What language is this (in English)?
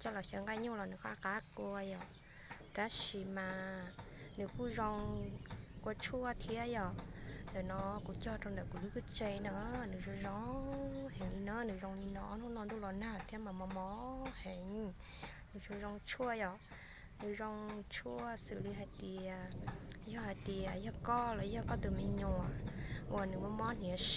Hmong